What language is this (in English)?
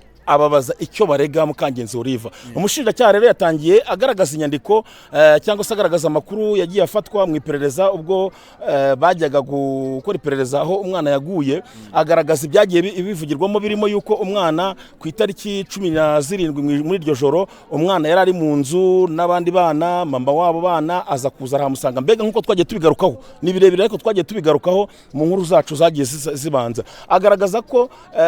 Kinyarwanda